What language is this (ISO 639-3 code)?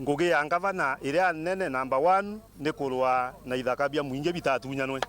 mer